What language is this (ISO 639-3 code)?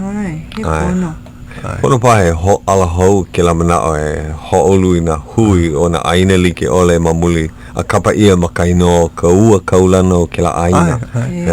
haw